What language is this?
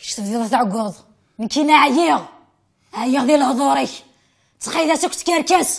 Kabyle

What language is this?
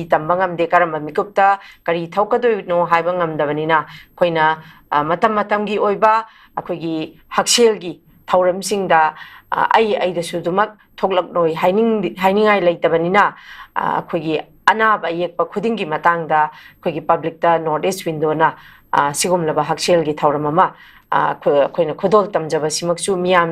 Manipuri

